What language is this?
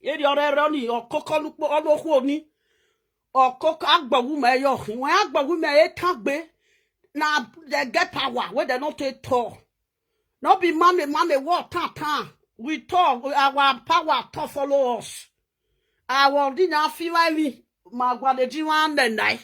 Nigerian Pidgin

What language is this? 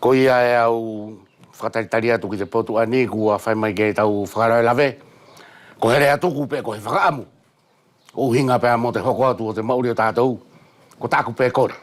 Wallisian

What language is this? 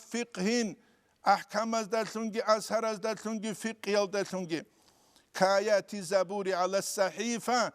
Avaric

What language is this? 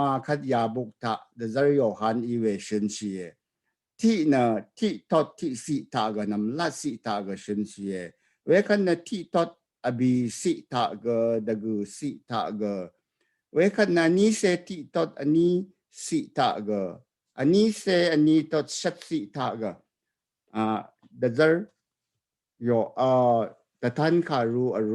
Rawang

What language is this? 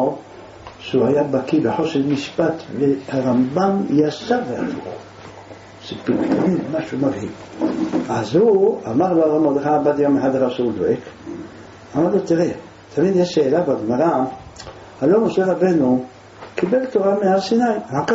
Hebrew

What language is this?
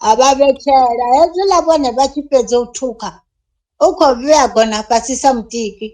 Venda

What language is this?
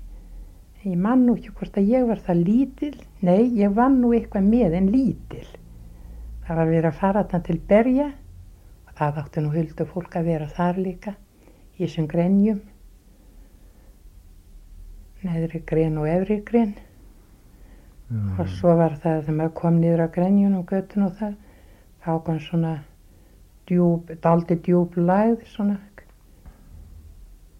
Icelandic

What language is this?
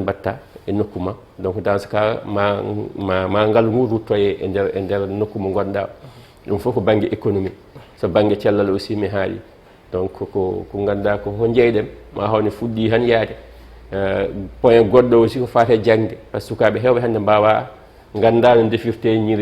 Fula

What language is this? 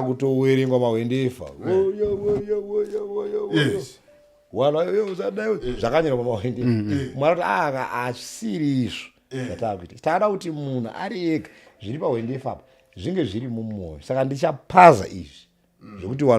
Shona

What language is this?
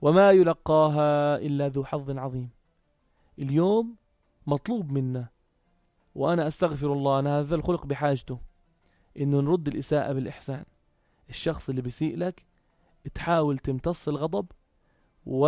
North Levantine Arabic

